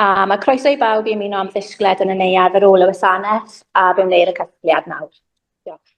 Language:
Welsh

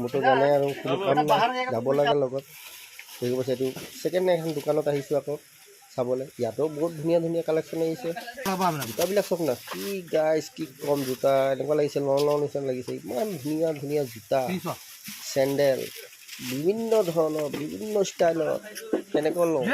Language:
Assamese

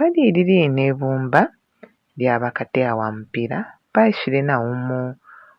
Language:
Bemba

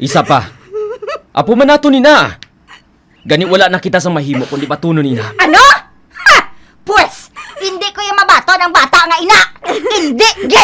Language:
Hiligaynon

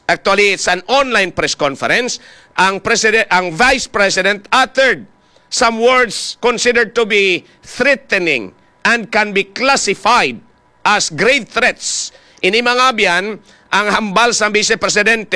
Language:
Hiligaynon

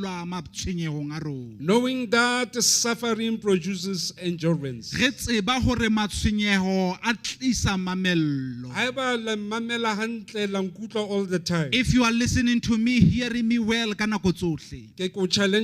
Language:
Southern Sotho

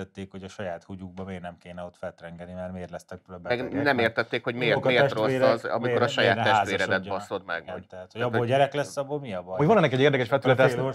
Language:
Hungarian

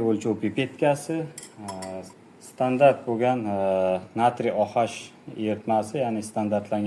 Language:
Uzbek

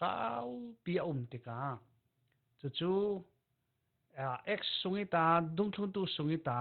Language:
Falam Chin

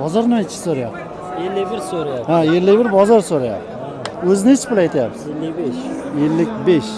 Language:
Uzbek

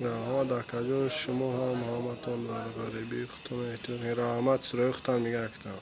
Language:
Tajik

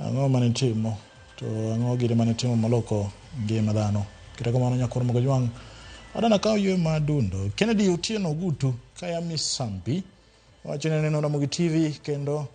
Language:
Luo (Kenya and Tanzania)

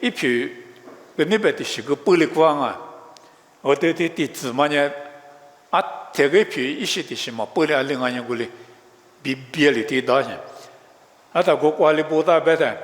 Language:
Lisu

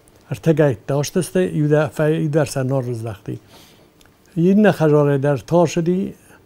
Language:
Ossetic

